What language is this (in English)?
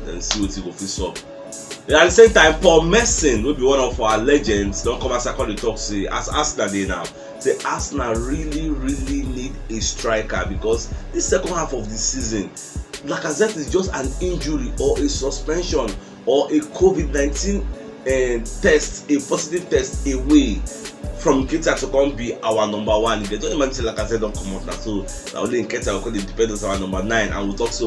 Nigerian Pidgin